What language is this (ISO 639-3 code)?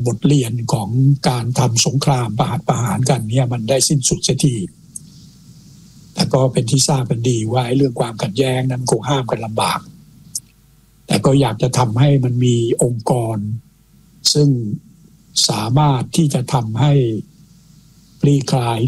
tha